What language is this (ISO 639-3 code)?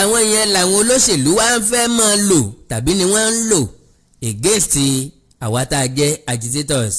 yor